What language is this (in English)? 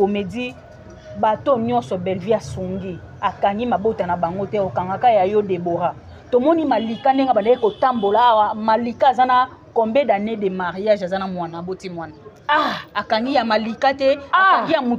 Lingala